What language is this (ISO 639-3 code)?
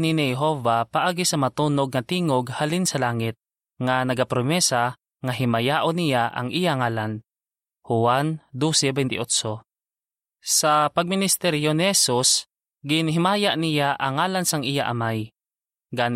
hil